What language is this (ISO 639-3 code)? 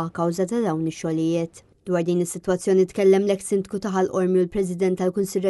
mlt